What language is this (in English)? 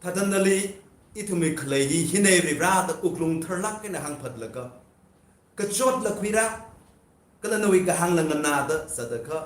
Tangkhul Naga (India)